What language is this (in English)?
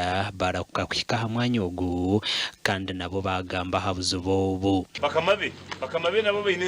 Nyankole